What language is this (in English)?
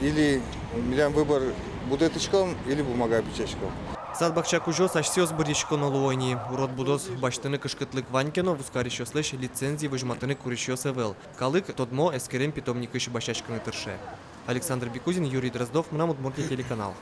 Udmurt